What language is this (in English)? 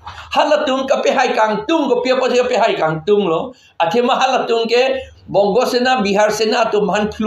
Karbi